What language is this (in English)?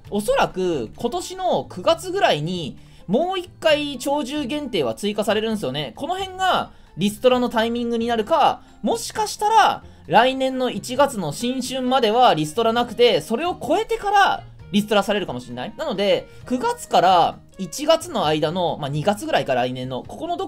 Japanese